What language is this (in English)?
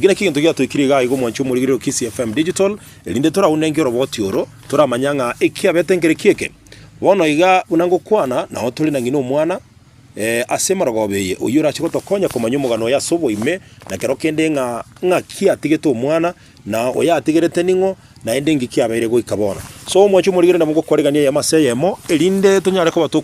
Gusii